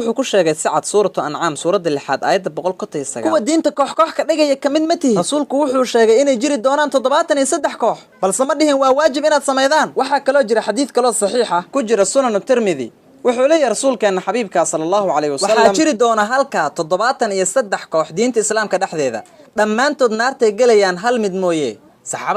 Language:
Somali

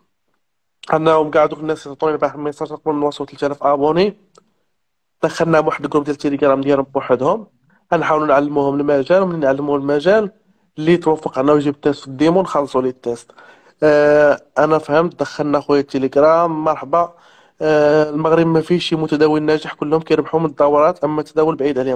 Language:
Moroccan Arabic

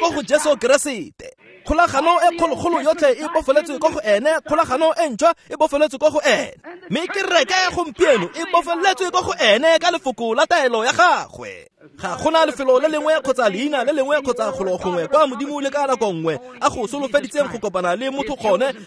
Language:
Tswana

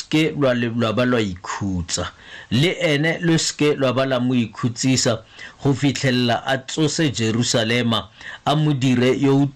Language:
Tswana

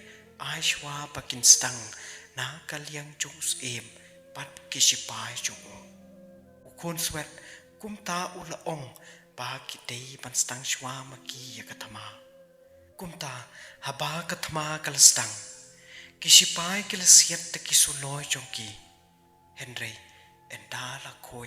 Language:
Khasi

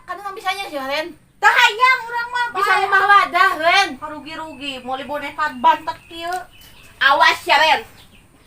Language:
Sundanese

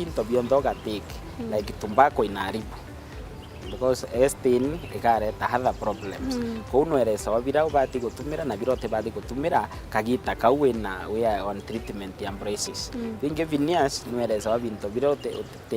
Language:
Meru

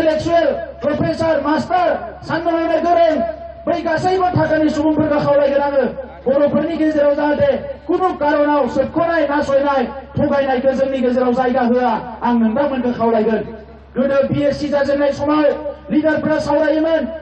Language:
Bodo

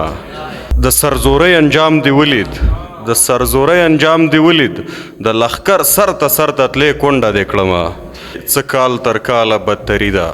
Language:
Pashto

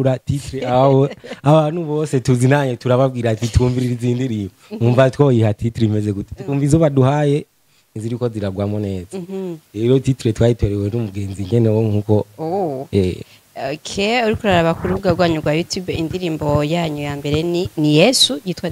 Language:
Rundi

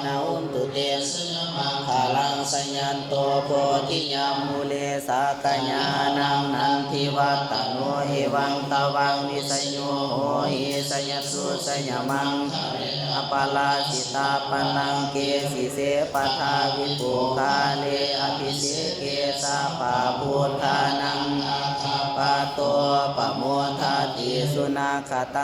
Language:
Pali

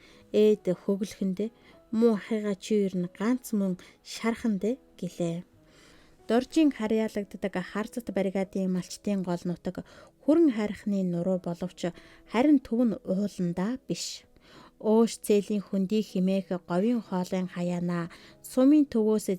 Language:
Mongolian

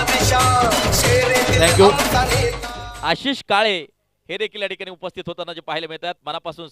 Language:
Marathi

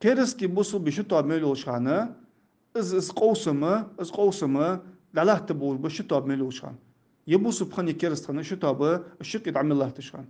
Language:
Ingush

